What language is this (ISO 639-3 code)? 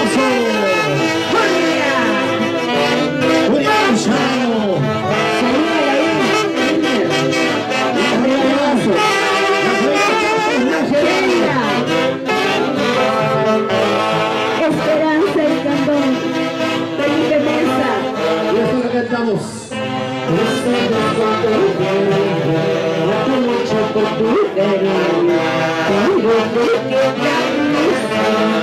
spa